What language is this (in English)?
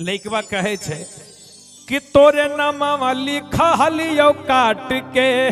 Magahi